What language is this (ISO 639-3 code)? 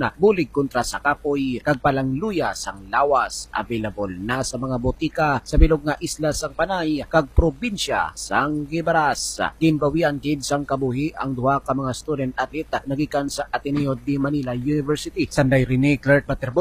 hil